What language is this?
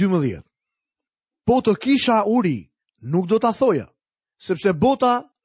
Albanian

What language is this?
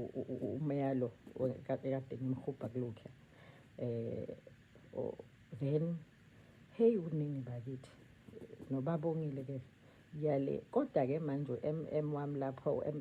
Zulu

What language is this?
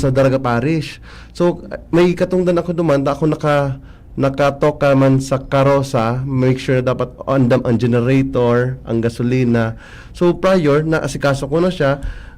Bikol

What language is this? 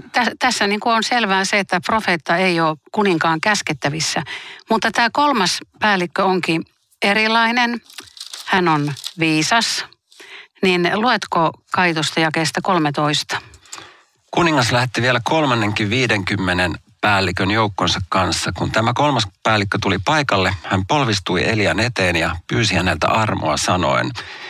Finnish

